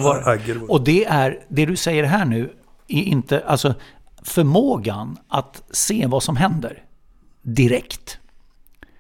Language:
Swedish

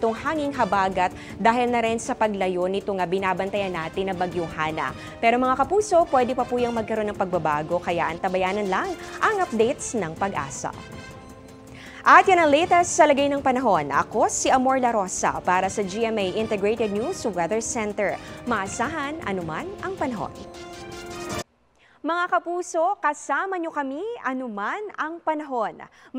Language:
Filipino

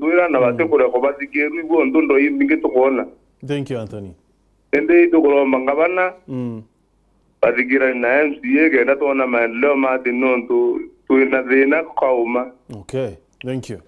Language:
Meru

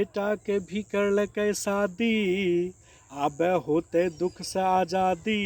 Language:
Angika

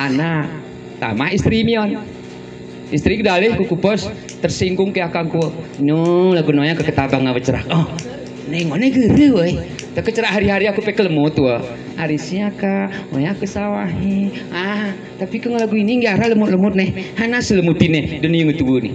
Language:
Gayo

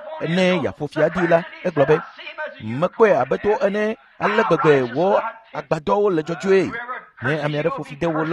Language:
Ewe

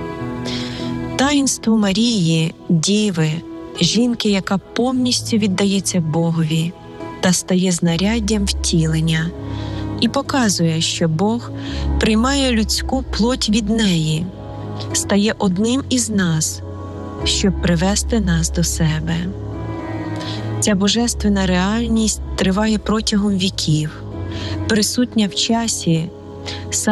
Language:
Ukrainian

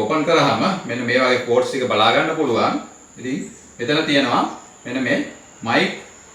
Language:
Sinhala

